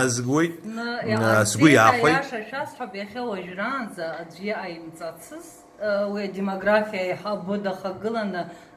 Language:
Abkhazian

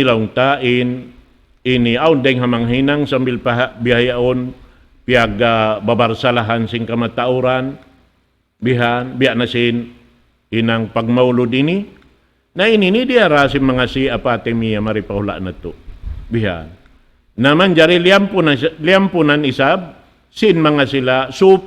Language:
Tausug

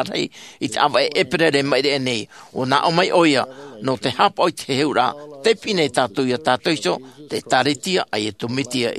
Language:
Tahitian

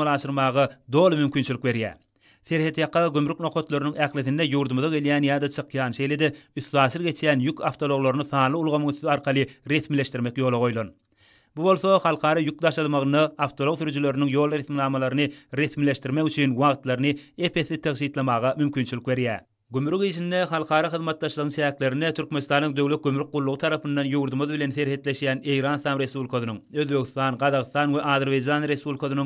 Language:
Turkmen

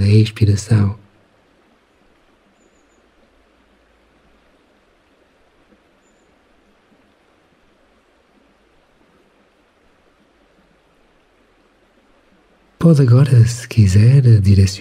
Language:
Portuguese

